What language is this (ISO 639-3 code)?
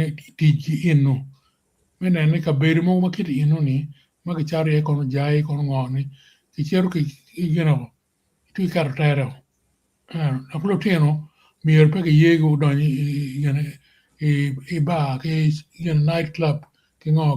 ach